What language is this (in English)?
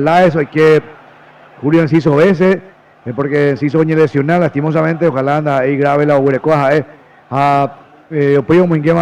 Guarani